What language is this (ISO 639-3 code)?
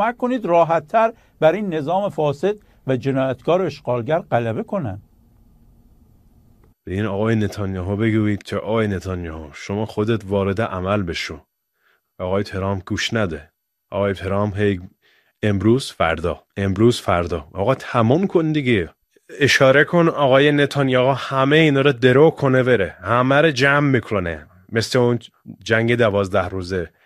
fas